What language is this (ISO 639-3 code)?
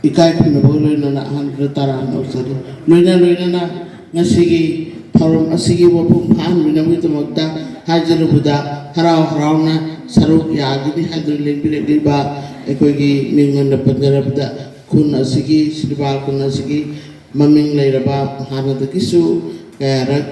mni